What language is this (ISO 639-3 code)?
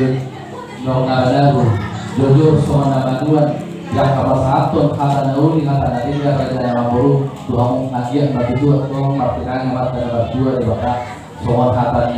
bbc